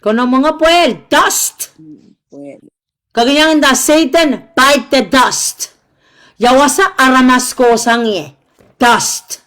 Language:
Pohnpeian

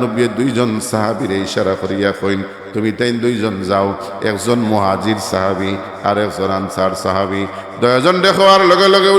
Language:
Sylheti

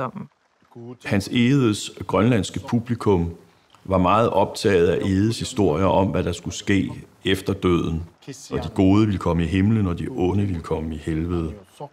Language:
Danish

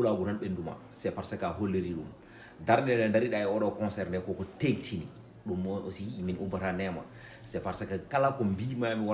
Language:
Fula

